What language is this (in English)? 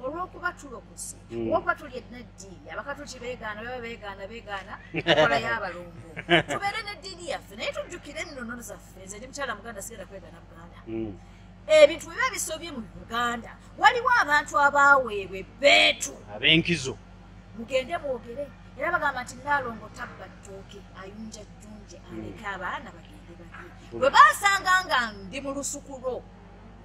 Ganda